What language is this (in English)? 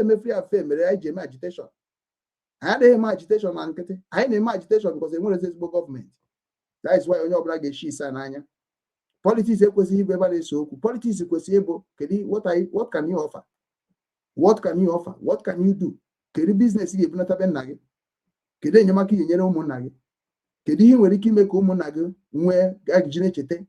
Igbo